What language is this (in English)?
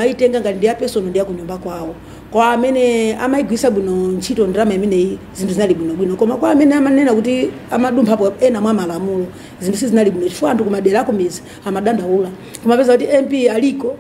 Nyanja